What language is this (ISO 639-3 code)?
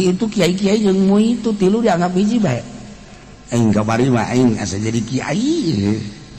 sun